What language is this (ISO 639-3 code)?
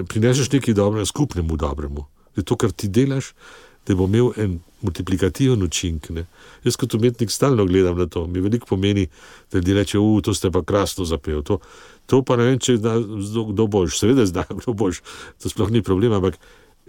slv